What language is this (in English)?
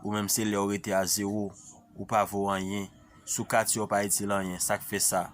Haitian Creole